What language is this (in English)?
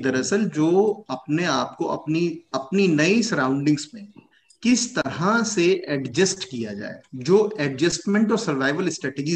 Hindi